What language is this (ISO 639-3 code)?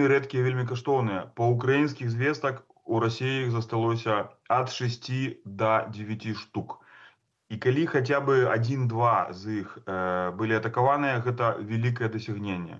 bel